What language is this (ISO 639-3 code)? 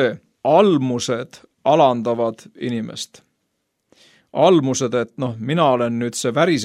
est